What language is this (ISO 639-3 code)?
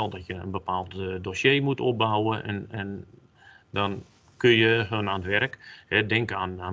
nld